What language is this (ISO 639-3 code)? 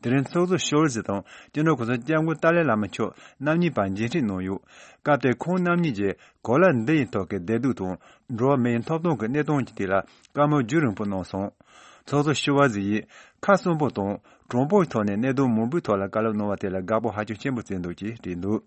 bod